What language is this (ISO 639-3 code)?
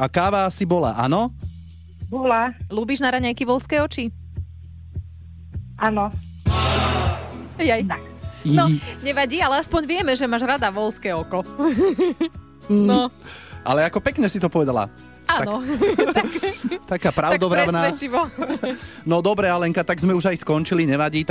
slk